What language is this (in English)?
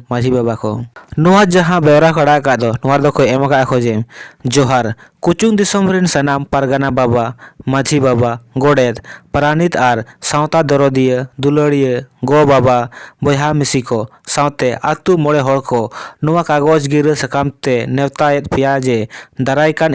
Santali